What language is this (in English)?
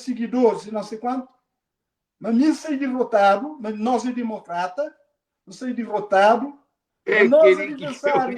Kabuverdianu